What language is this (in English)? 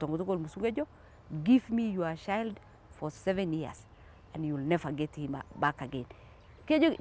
Masai